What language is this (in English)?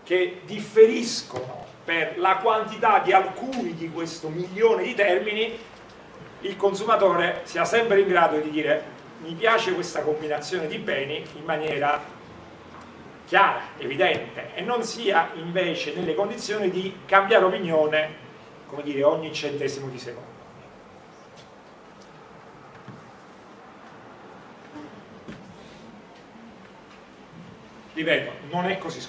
Italian